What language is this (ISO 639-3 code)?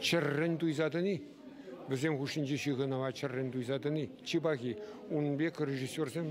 chv